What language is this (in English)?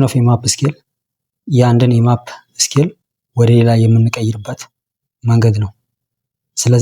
Amharic